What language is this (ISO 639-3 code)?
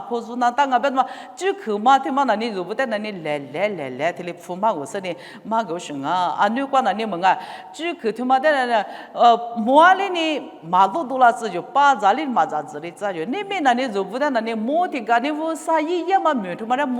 lis